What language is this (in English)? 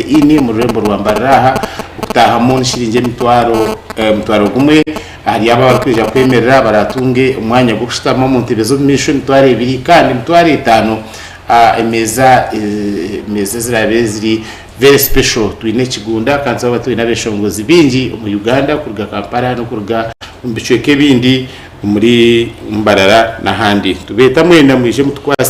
Nyankole